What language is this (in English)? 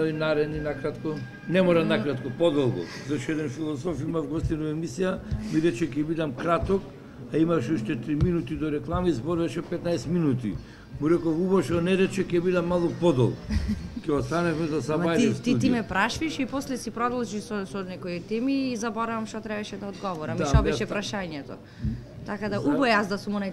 Macedonian